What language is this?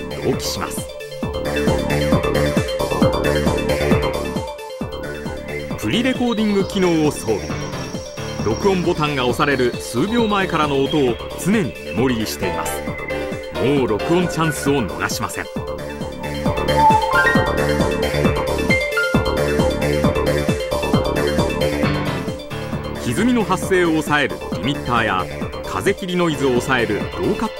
Japanese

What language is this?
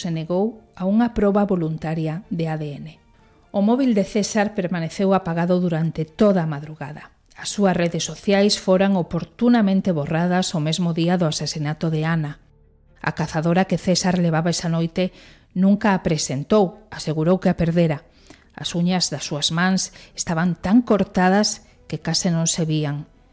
Galician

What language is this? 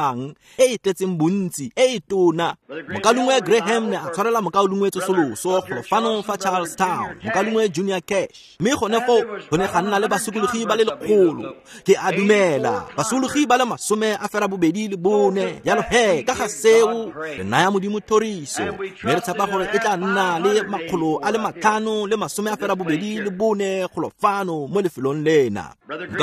Tswana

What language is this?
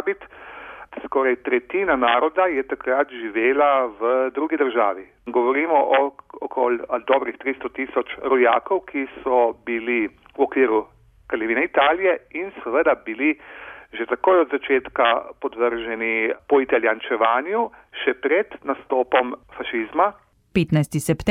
Slovenian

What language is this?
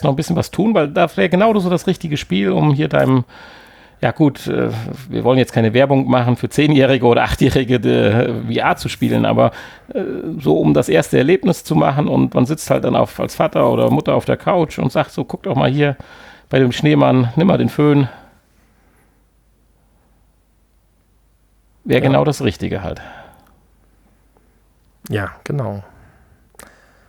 German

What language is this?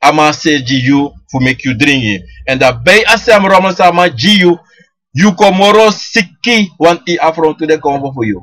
Sranan Tongo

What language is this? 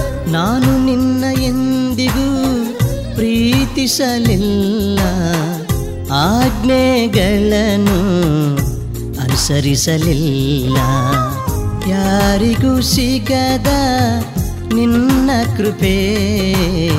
Kannada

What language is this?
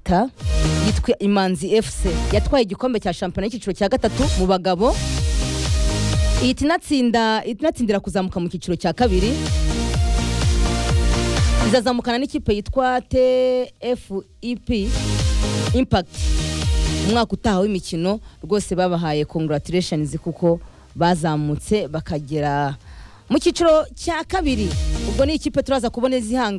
Kinyarwanda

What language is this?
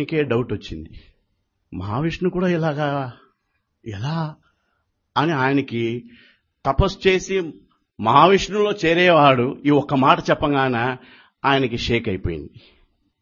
Telugu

